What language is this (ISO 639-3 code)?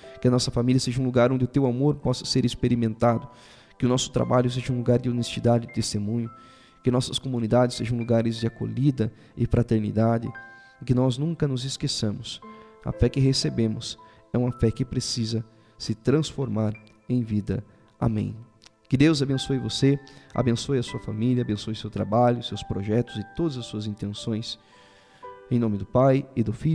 por